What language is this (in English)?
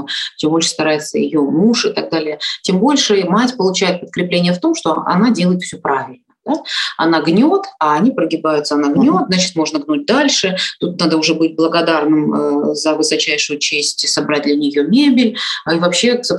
Russian